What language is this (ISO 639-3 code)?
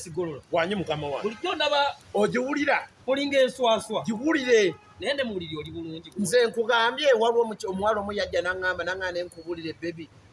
lug